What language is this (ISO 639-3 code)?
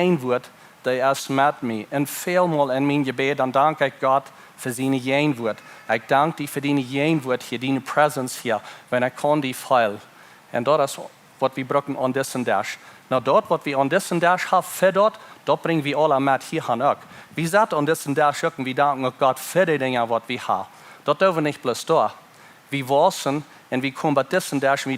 pdt